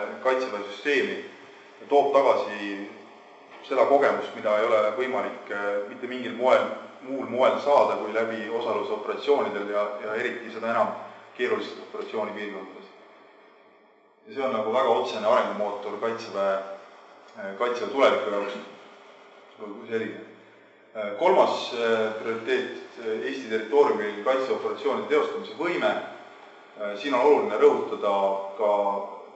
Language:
Estonian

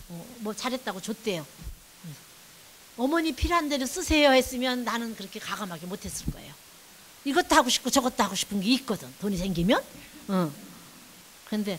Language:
Korean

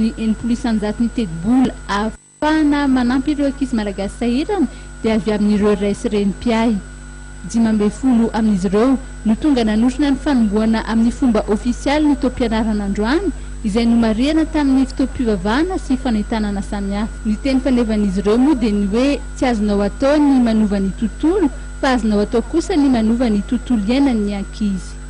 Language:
Malagasy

